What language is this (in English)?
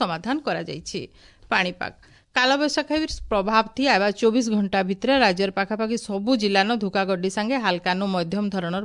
Odia